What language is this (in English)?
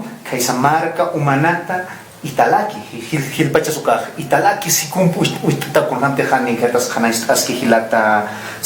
Aymara